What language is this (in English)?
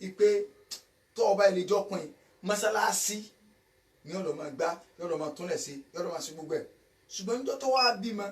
Yoruba